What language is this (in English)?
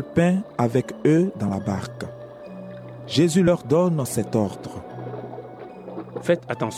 French